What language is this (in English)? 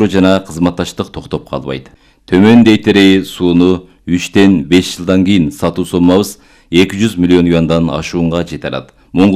Kyrgyz